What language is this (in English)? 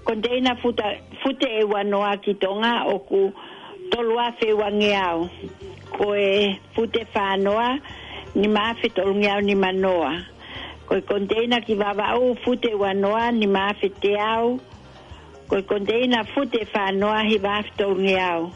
Tongan